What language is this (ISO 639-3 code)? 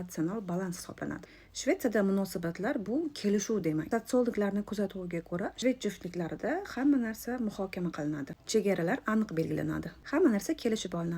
uzb